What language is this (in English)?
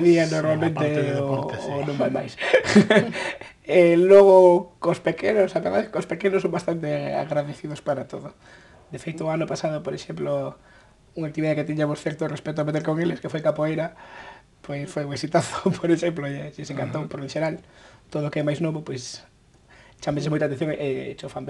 Galician